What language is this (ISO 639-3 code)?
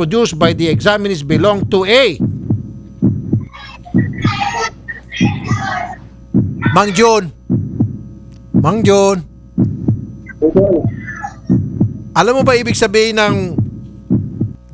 fil